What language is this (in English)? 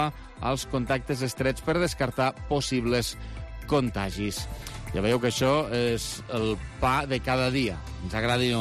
Catalan